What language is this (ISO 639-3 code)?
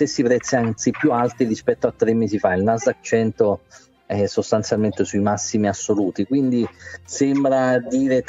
ita